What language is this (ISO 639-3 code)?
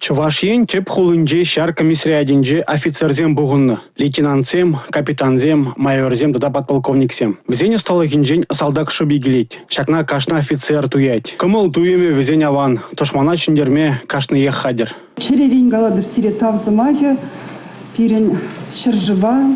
chv